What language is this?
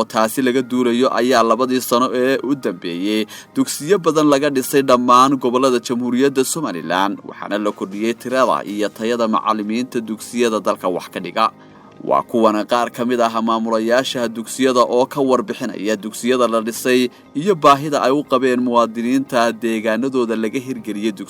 Somali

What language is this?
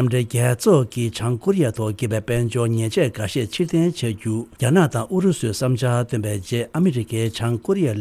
Tibetan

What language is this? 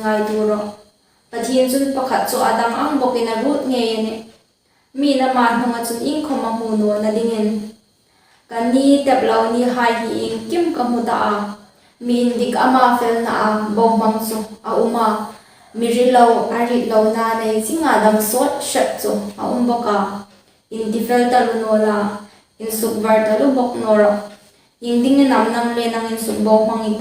Hmar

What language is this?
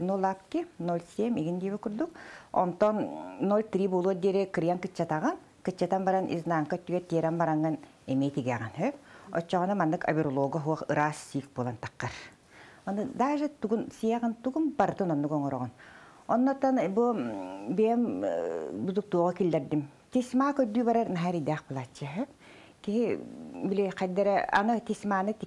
Yakut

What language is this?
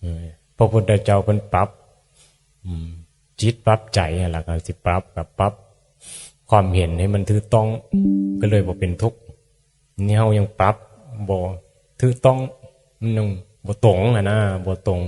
Northeastern Thai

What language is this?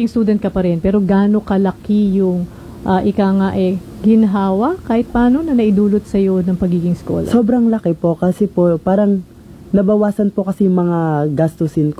Filipino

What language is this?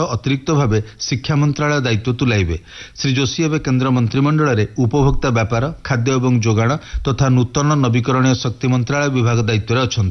Odia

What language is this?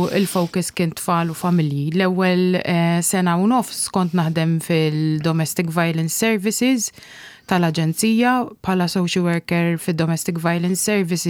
Maltese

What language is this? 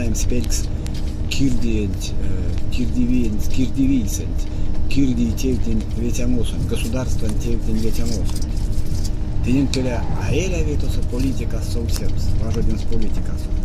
Erzya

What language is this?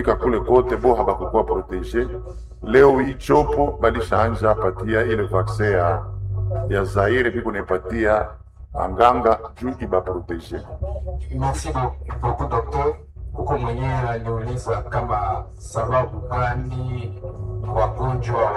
Swahili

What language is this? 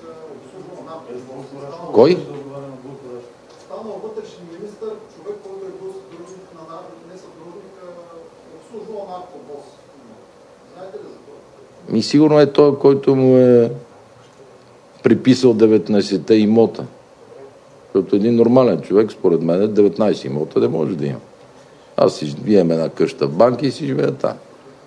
Bulgarian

